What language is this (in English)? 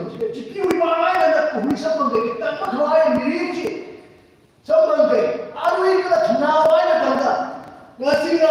Tangkhul Naga (India)